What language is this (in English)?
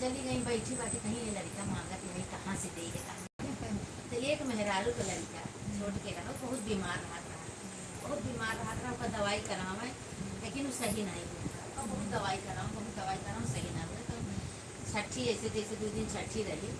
Awadhi